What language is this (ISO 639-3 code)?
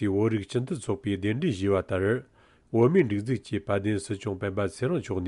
bod